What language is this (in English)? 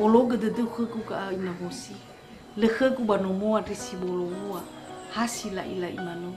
Nias